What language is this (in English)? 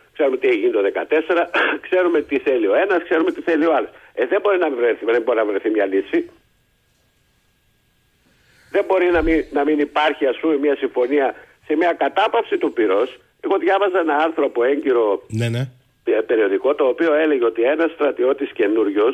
Greek